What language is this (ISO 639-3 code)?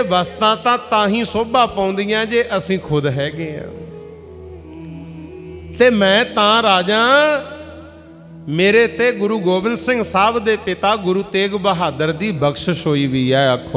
pan